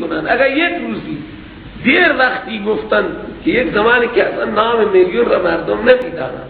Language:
Persian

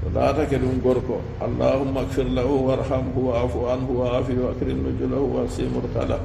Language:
Fula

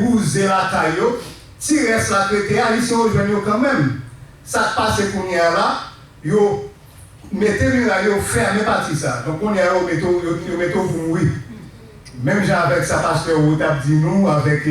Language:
Haitian Creole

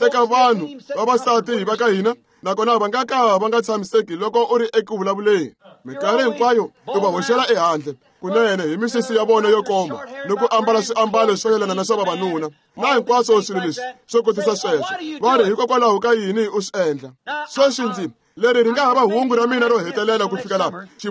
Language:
Tsonga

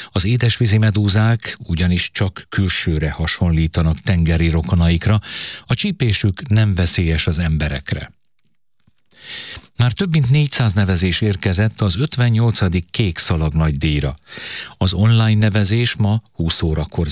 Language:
Hungarian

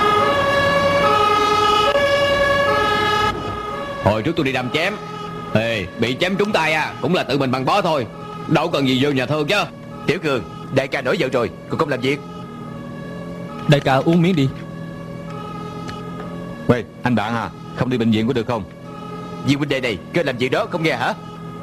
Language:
Vietnamese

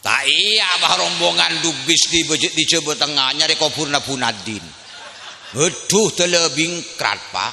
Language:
Madurese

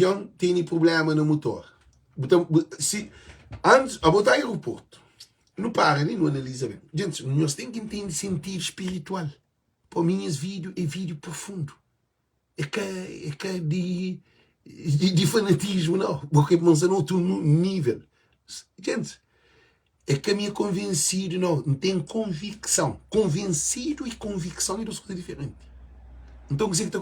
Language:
Kabuverdianu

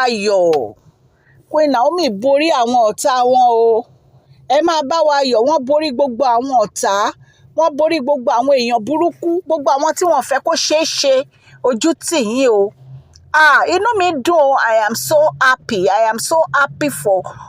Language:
Yoruba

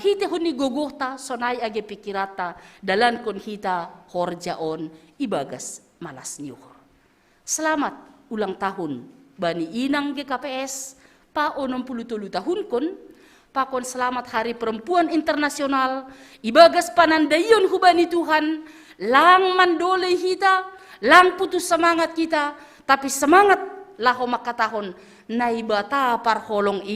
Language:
Batak Simalungun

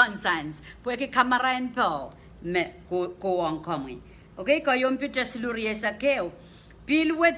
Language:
Pohnpeian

